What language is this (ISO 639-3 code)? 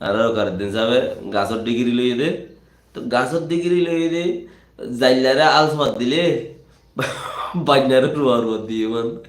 rhg